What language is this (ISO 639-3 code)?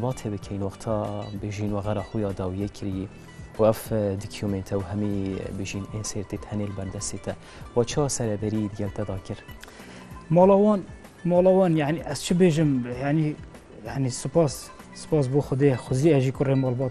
kur